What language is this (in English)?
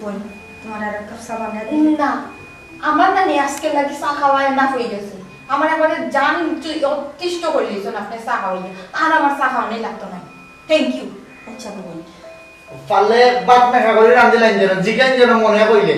Sylheti